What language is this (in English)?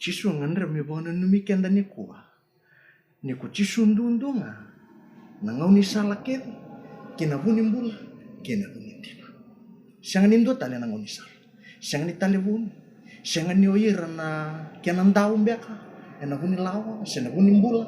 Fijian